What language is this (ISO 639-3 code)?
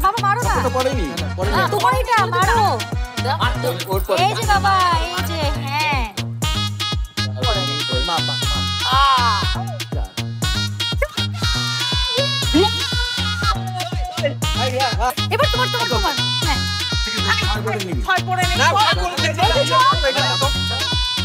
ben